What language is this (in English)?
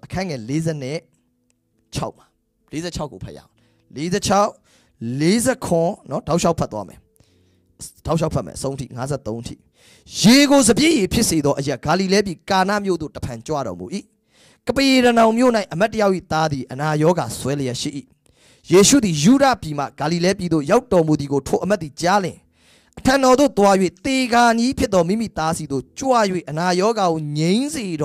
Burmese